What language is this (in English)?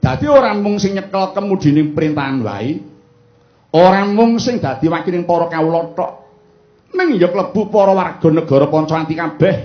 Javanese